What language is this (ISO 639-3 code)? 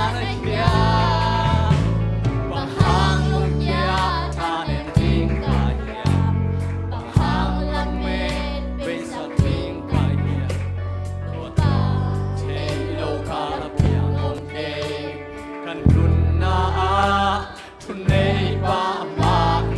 ctd